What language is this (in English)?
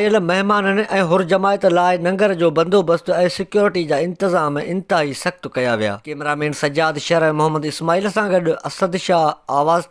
Sindhi